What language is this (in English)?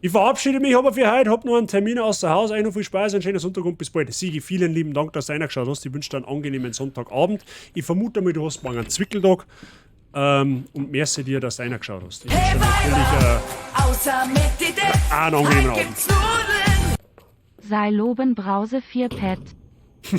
Bavarian